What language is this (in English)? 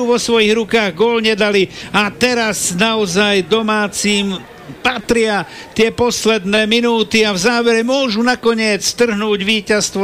Slovak